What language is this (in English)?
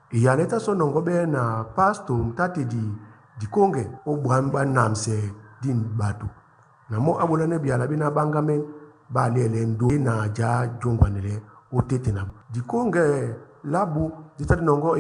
Duala